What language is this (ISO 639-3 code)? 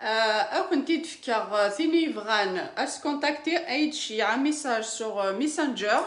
kab